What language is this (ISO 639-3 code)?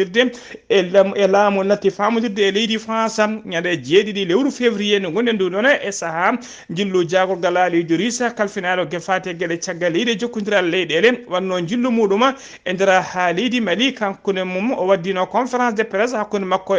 ful